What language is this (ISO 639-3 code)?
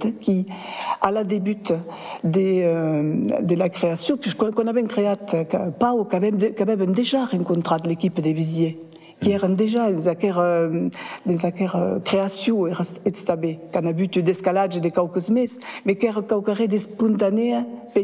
oci